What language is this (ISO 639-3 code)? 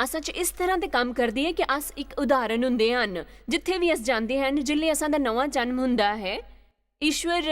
doi